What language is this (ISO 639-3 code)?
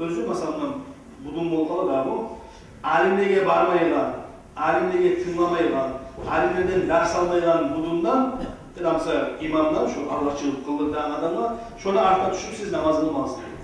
kum